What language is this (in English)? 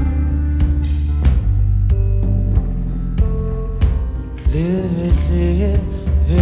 Icelandic